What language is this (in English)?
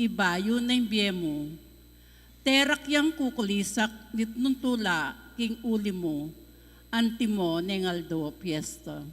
Pampanga